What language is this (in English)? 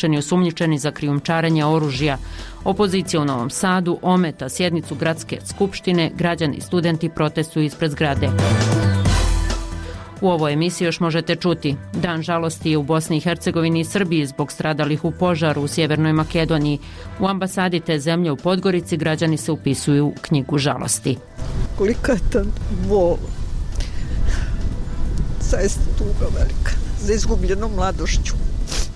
Bosnian